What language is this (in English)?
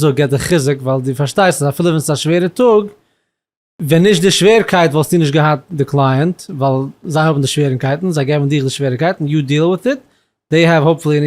Yiddish